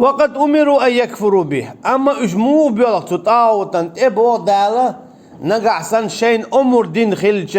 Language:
Chechen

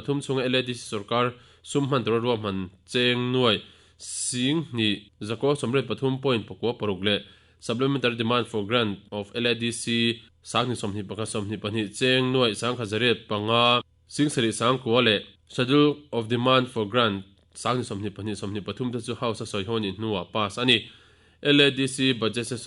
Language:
Mizo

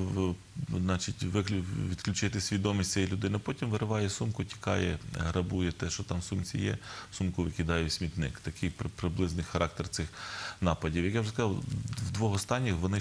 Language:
Ukrainian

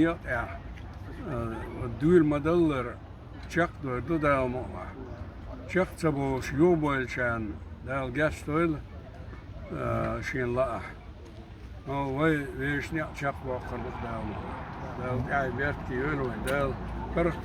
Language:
Chechen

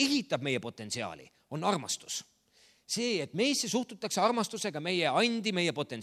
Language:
Estonian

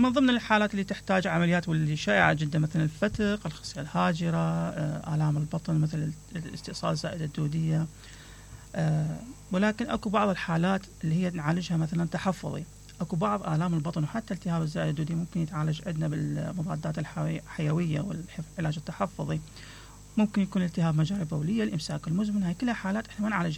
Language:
Mesopotamian Arabic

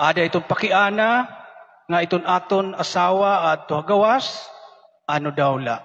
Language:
Waray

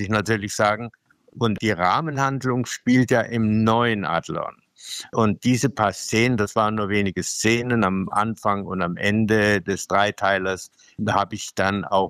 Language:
German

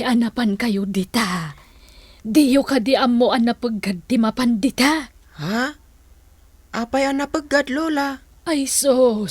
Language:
Iloko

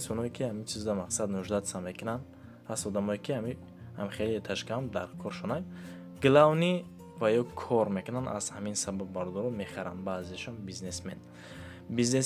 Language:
Tajik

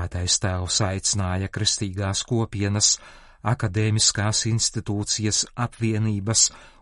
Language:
Latvian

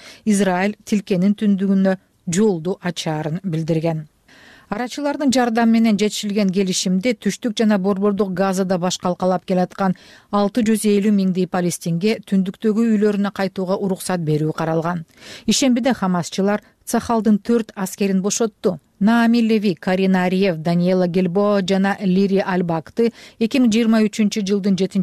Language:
Kyrgyz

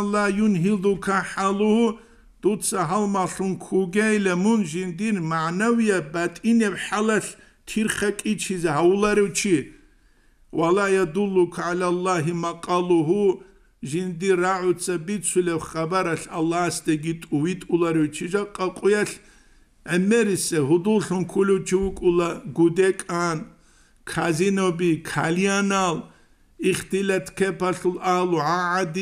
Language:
Avaric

